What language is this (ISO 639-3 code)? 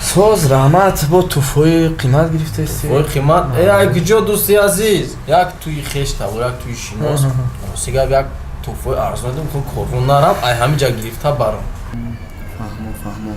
tgk